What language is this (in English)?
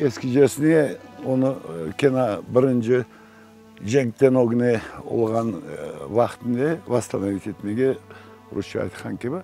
Crimean Tatar